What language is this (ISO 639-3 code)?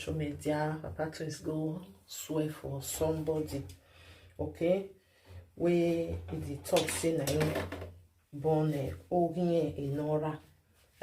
pcm